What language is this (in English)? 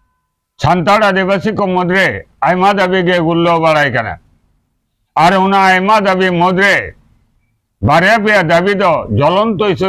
Santali